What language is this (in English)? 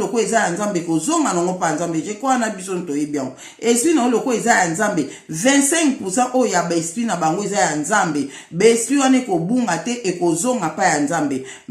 Lingala